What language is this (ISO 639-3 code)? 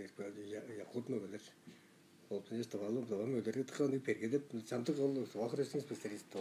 tyv